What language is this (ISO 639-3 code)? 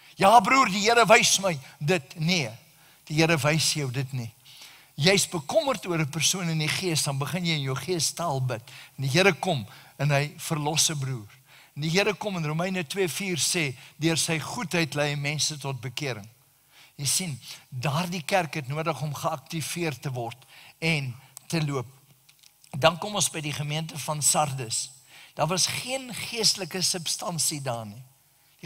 afr